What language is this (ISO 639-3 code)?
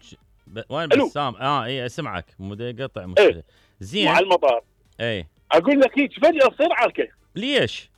acm